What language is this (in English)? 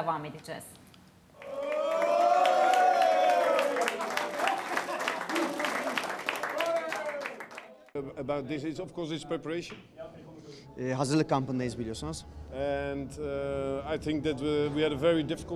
Turkish